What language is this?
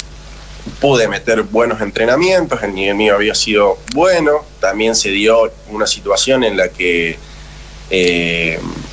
Spanish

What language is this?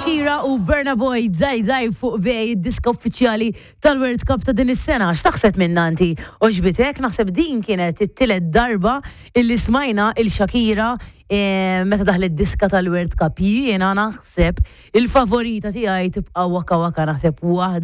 Maltese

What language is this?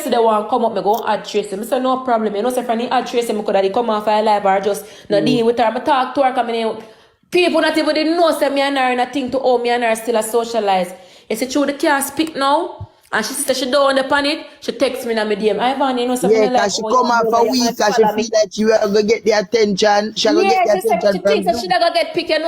Jamaican Creole English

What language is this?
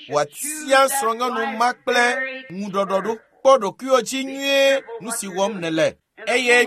Ewe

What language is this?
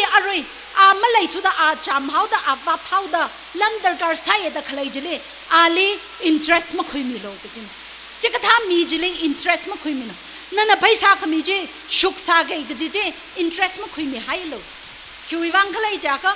Tangkhul Naga (India)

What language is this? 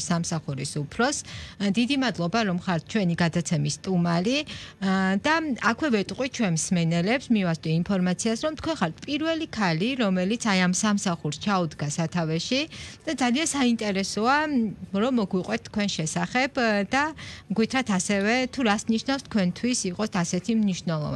Georgian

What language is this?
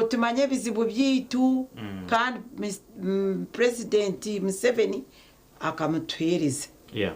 Nyankole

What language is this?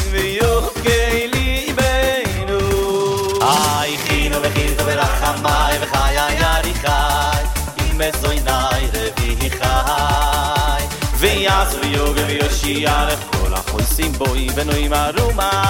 Hebrew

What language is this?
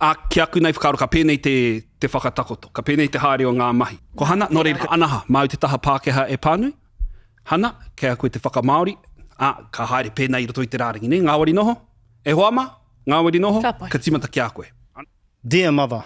Māori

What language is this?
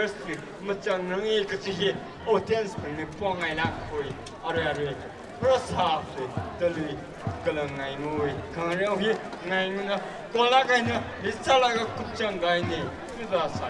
Tangkhul Naga (India)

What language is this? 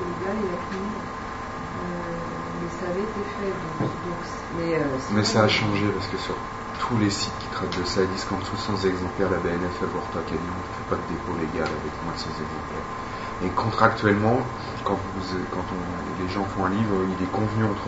French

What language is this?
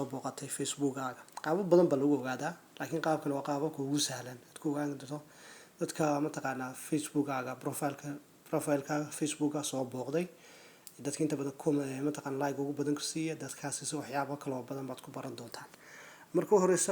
Somali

